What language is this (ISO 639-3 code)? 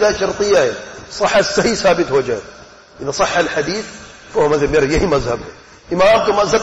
urd